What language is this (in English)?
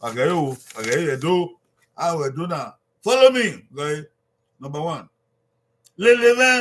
Bini